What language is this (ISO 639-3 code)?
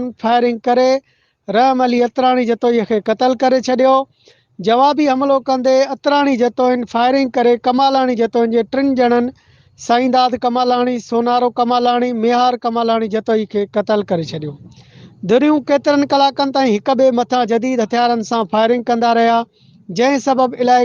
snd